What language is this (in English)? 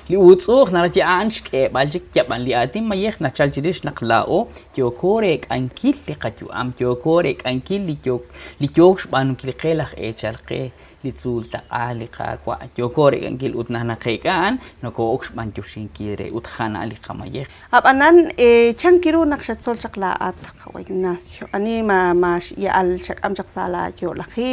Kekchí